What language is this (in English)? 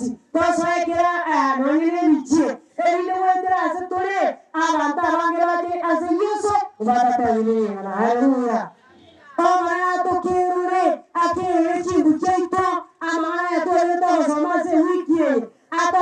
Gusii